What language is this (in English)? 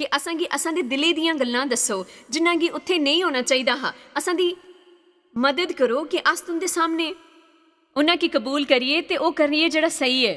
Dogri